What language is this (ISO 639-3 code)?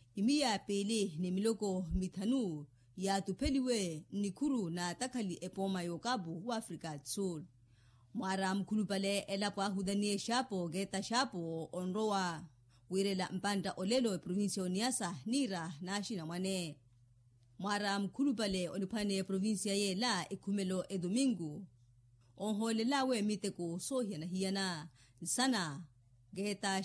vmw